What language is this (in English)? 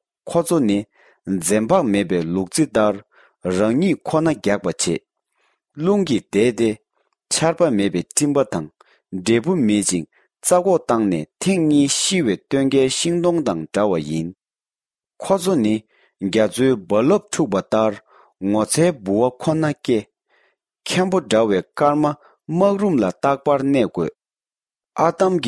Tibetan